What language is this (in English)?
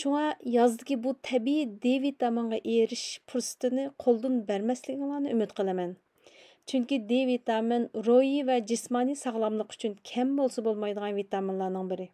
Uyghur